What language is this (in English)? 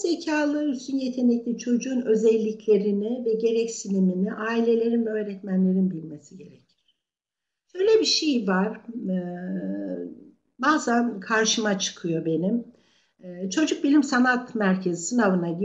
Turkish